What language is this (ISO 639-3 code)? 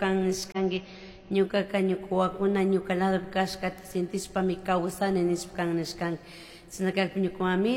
qug